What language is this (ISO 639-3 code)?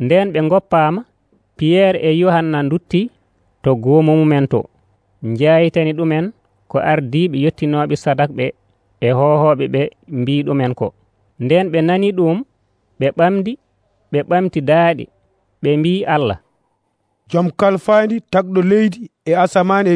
fuv